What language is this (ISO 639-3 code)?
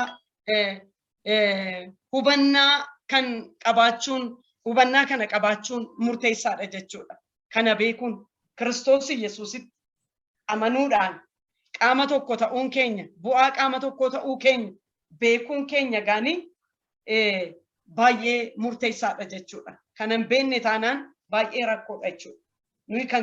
orm